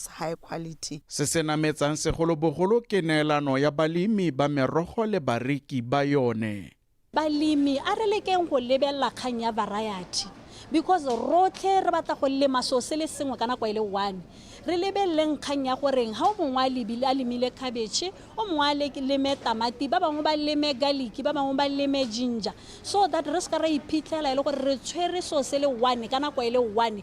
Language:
Tswana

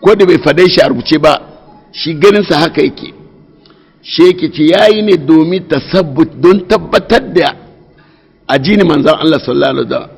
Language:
Hausa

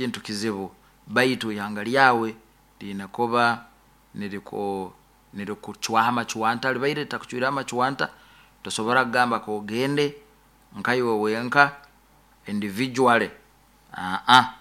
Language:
Nyoro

